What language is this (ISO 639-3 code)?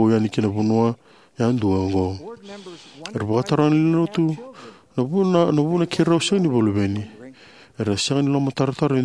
fij